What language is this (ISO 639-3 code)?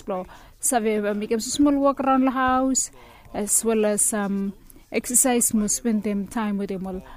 bis